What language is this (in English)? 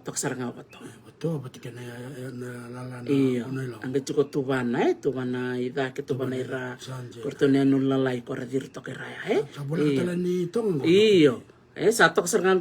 Fijian